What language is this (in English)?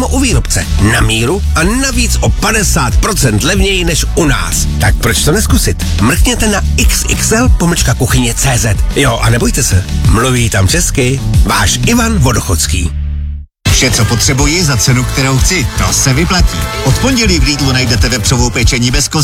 Czech